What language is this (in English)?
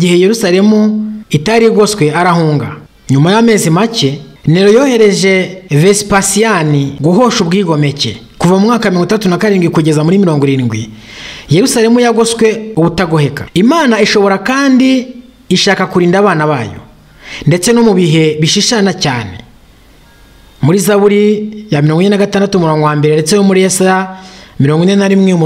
Kinyarwanda